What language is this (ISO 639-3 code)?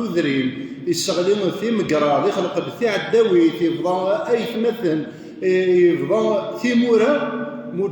kab